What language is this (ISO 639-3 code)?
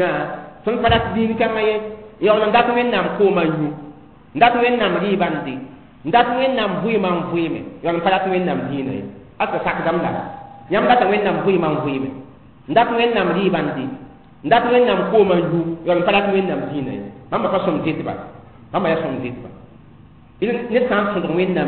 mos